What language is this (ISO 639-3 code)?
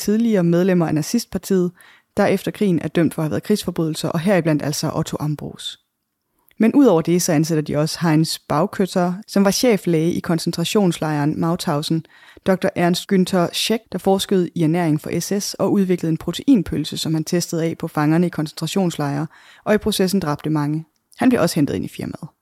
dan